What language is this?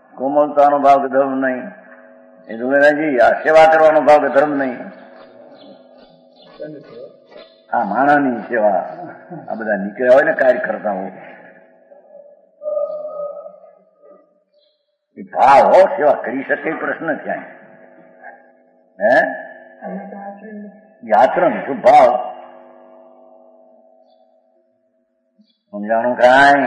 Gujarati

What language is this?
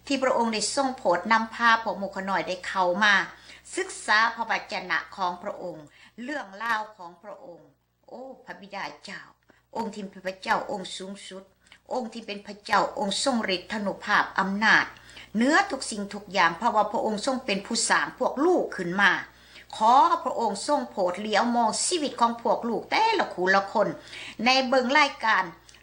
Lao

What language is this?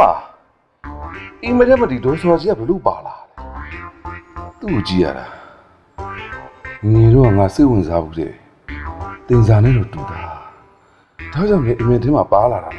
Burmese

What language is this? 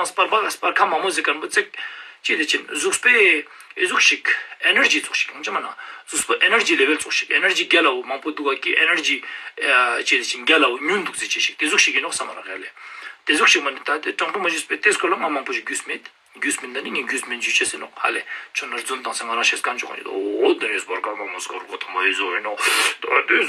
Ladakhi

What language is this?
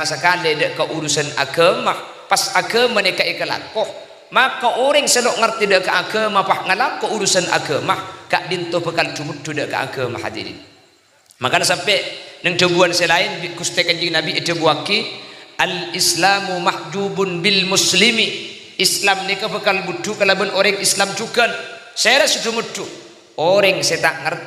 Madurese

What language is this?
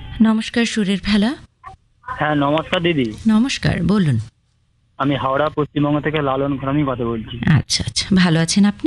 Bangla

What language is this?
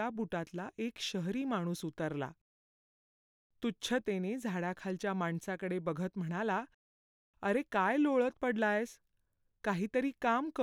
Marathi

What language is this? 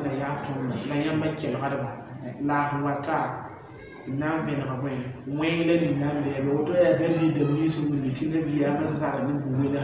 Mossi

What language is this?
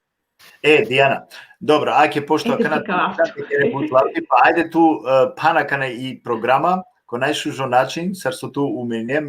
Balkan Romani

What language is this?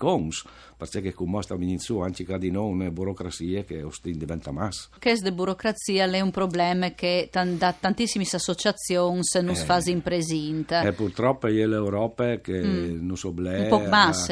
Friulian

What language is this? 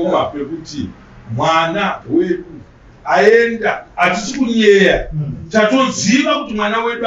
Shona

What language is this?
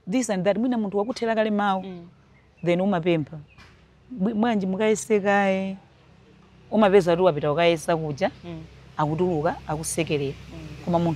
Nyanja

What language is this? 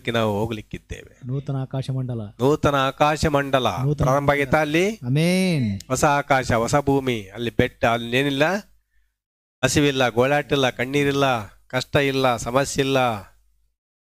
Kannada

